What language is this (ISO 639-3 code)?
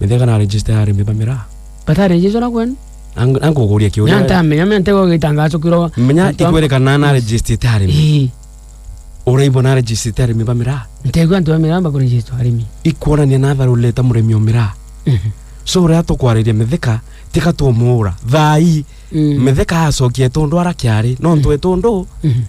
mer